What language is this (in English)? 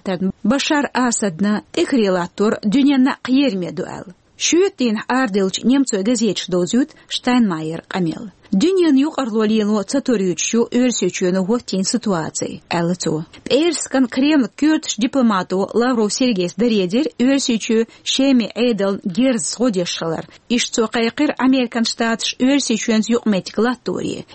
Chechen